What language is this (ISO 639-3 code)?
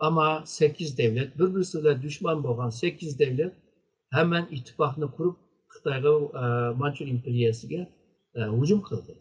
uig